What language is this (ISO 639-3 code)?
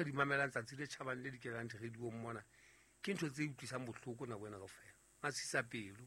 sot